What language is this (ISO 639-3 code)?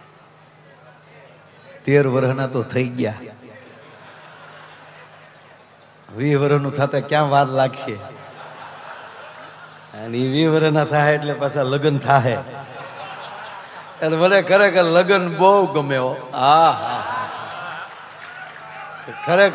guj